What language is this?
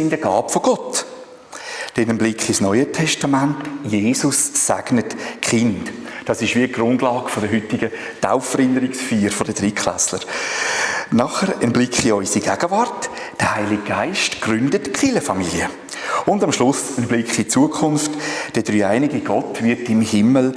Swiss German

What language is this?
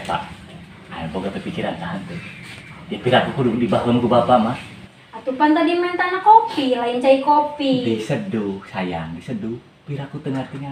Sundanese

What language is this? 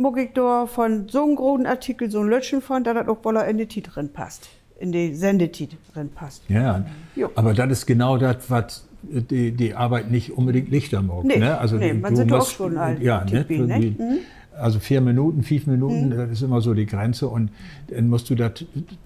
Low German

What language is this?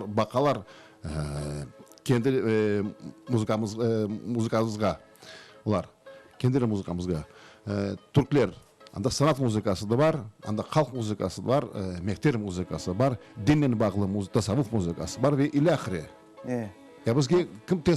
Crimean Tatar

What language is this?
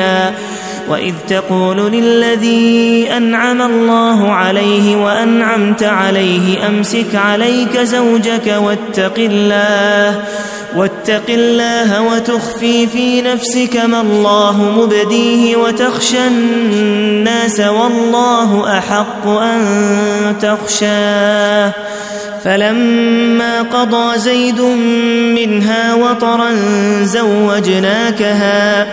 Arabic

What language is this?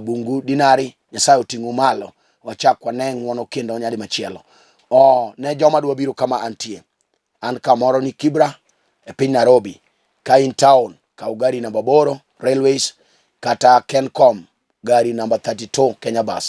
Luo (Kenya and Tanzania)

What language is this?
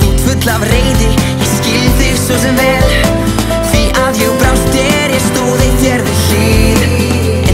Icelandic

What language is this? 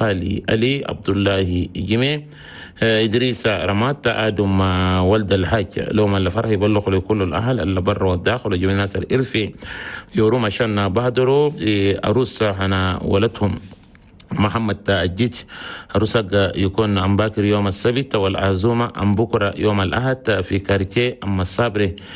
Chadian Arabic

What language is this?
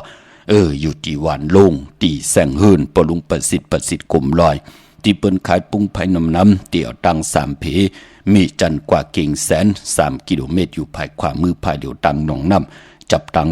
Shan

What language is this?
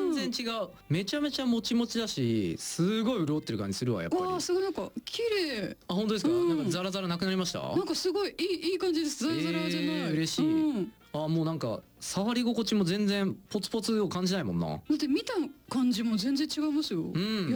Japanese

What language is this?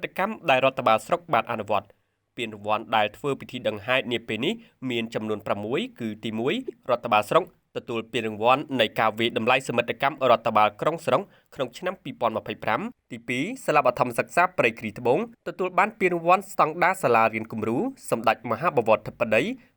Khmer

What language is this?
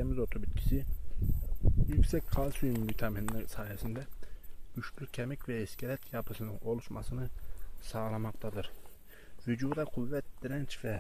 Turkish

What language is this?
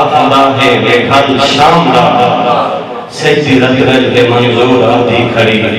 Saraiki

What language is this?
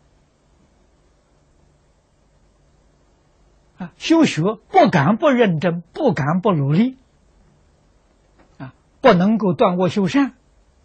Chinese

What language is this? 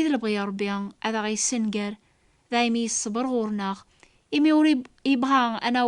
Kabyle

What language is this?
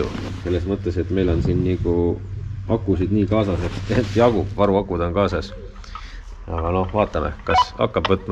Estonian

